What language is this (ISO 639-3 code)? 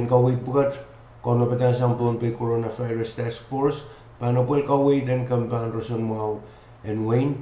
pon